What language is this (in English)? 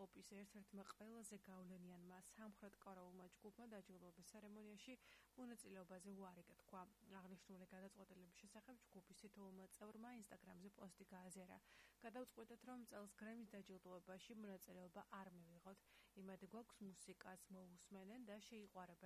Georgian